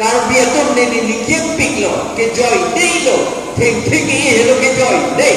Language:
Karbi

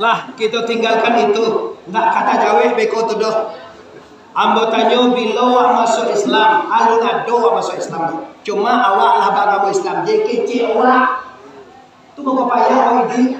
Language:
Minangkabau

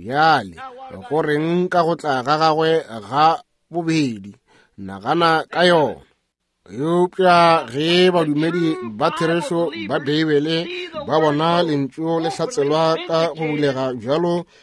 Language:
Northern Sotho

